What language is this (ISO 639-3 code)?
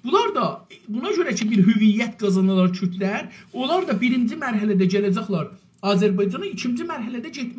azb